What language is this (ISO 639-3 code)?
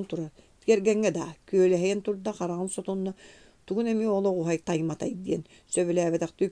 sah